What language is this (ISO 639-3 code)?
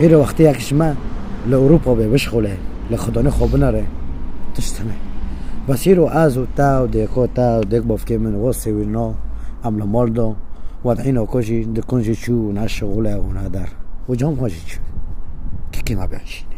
kur